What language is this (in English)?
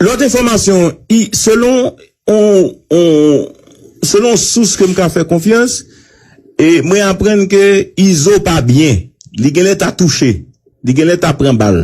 Haitian Creole